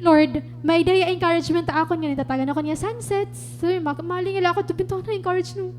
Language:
Waray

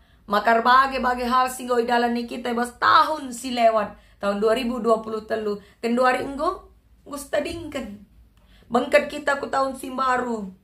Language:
Batak Karo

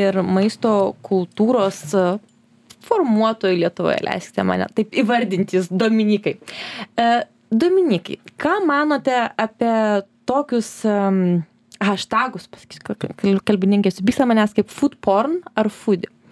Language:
Lithuanian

